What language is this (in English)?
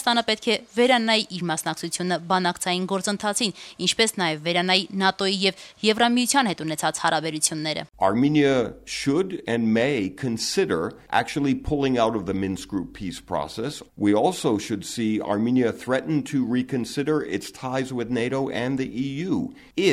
Armenian